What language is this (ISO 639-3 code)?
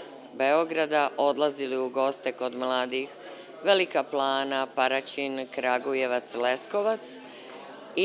srp